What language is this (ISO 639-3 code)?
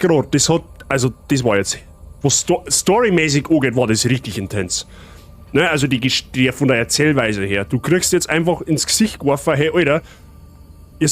bar